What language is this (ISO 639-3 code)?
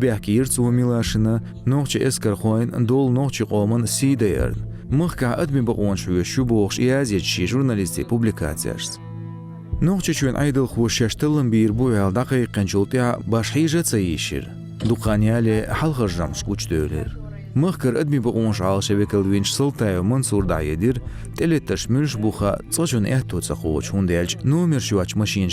che